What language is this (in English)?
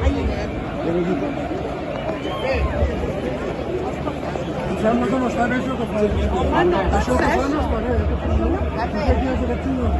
Catalan